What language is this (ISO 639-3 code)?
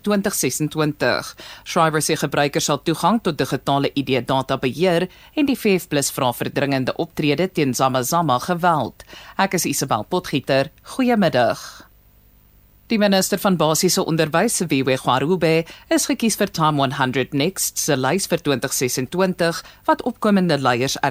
afr